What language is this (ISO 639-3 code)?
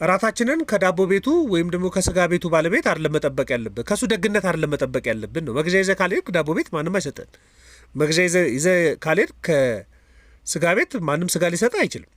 amh